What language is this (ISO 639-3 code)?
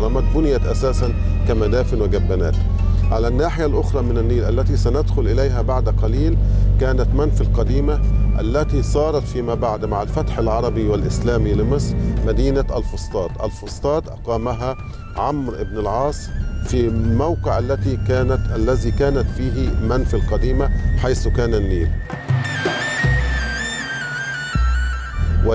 ara